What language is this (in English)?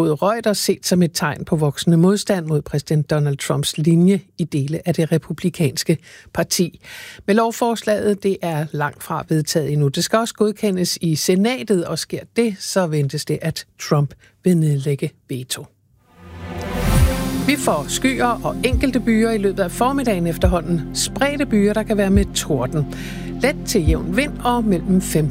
Danish